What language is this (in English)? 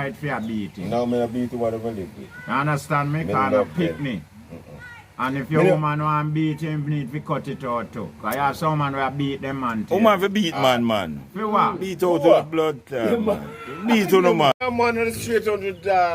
Jamaican Creole English